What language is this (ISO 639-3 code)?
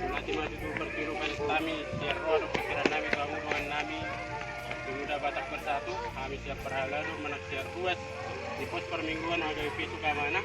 bbc